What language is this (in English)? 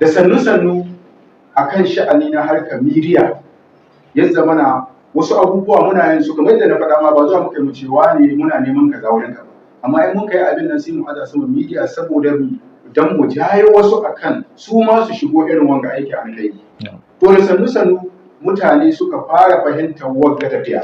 Hausa